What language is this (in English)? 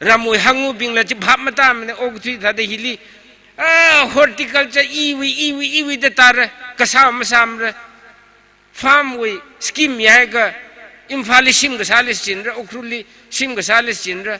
Tangkhul Naga (India)